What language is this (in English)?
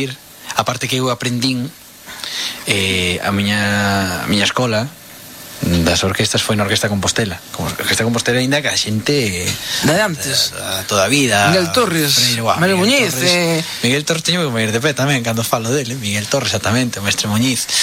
Galician